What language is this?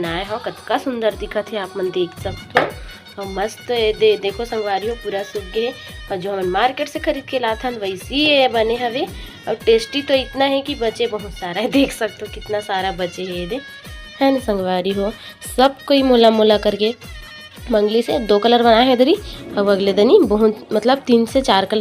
Chhattisgarhi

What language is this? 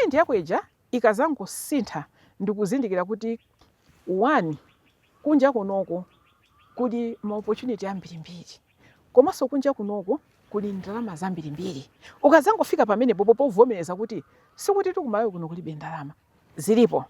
Nyanja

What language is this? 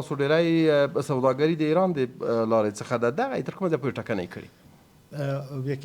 Pashto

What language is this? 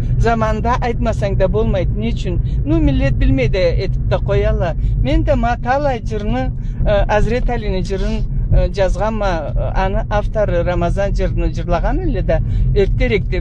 Karachay-Balkar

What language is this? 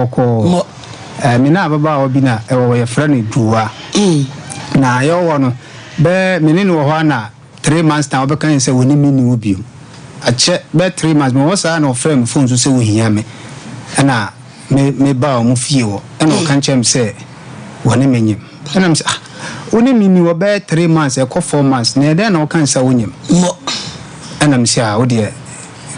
Akan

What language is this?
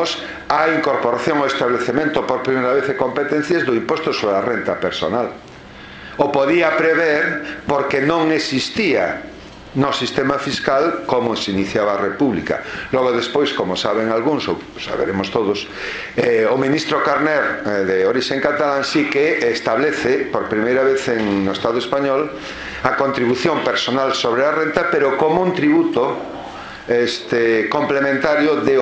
Galician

